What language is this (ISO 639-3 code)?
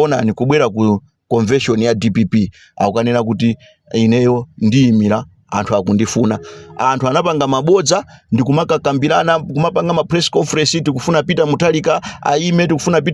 nya